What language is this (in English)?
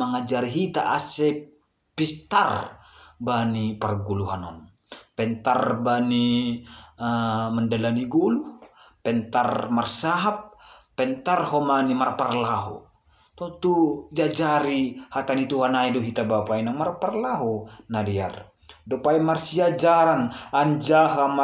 Batak Simalungun